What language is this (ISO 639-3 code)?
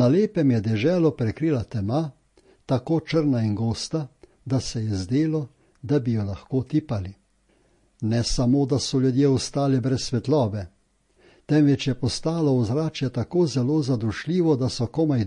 slv